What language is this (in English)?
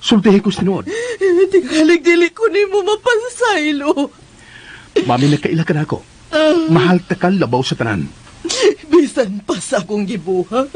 Cebuano